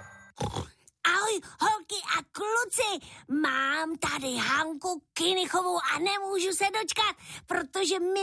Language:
Czech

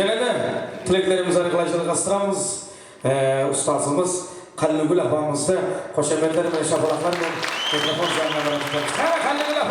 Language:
Kara-Kalpak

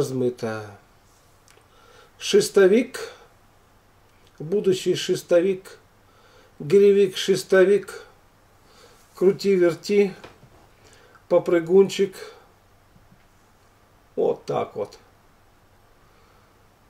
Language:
Russian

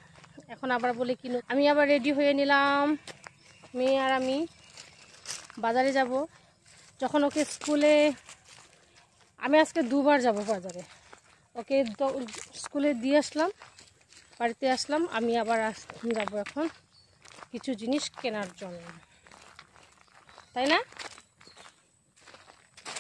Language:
Bangla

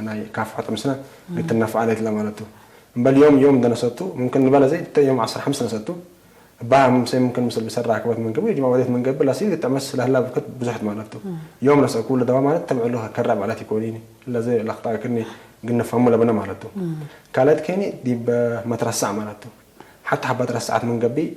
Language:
Tigre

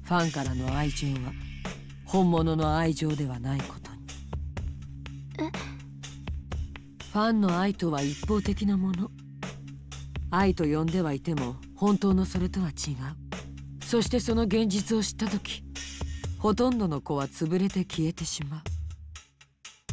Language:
Japanese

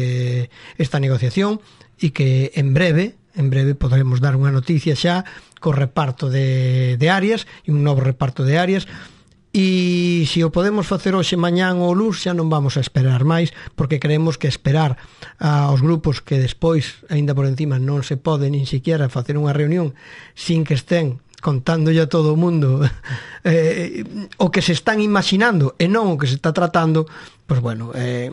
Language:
Galician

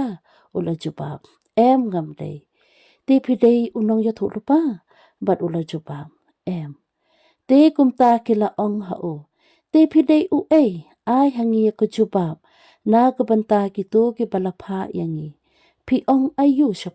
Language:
Khasi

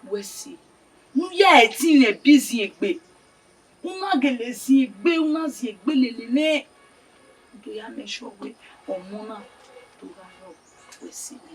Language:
Bini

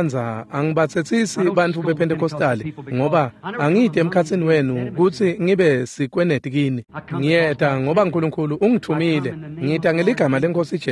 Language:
Swati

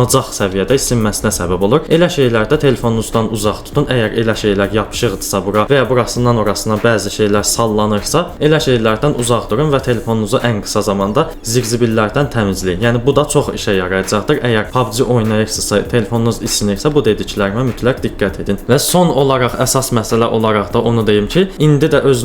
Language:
Azerbaijani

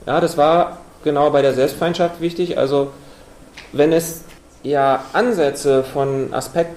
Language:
German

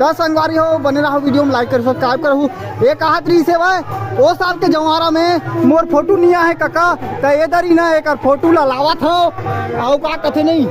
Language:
Chhattisgarhi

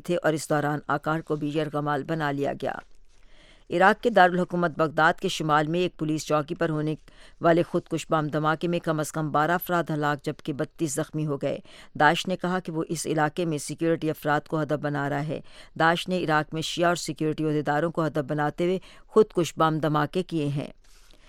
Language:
Urdu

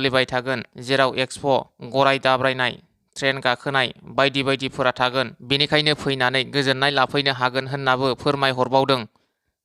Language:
Bodo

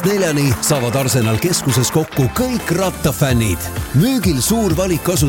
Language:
Estonian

